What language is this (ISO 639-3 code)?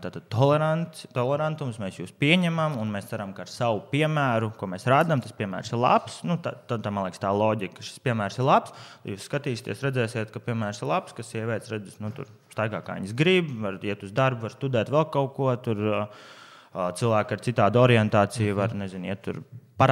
lav